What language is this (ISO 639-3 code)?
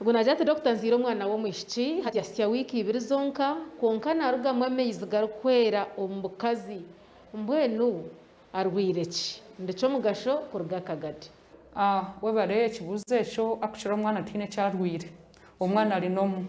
nyn